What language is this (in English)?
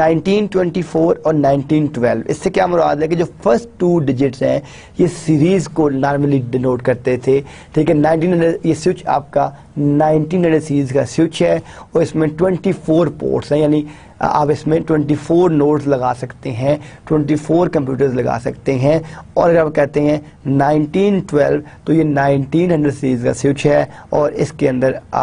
Urdu